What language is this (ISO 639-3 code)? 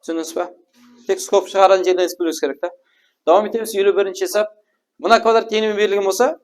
kaa